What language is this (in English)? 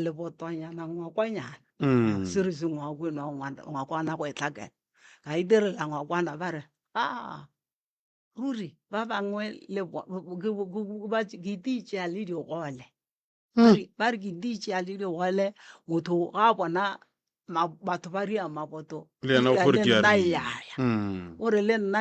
Northern Sotho